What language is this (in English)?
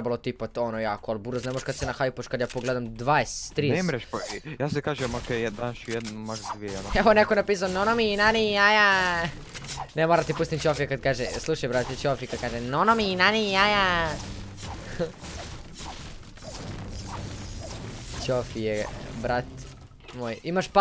Croatian